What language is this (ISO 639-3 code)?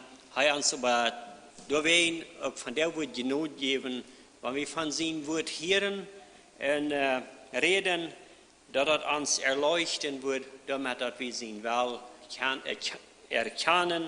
pdt